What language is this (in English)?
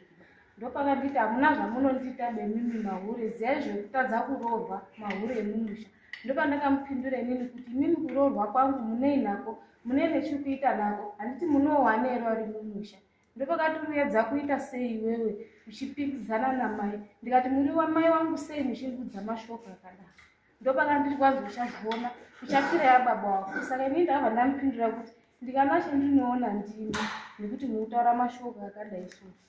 Shona